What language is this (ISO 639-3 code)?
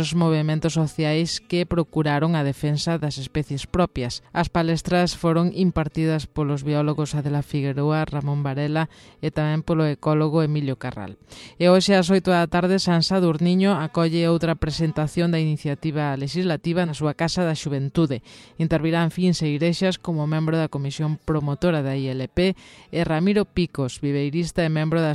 glg